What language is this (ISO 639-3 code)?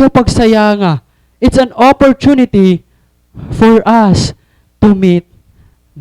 war